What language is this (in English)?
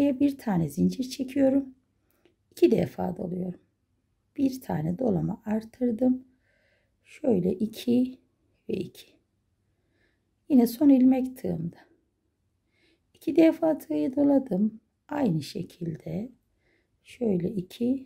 Turkish